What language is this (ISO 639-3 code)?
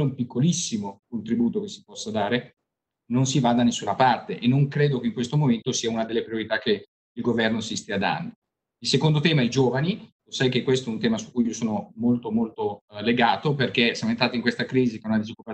ita